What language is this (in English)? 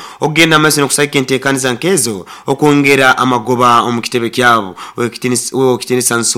Nyoro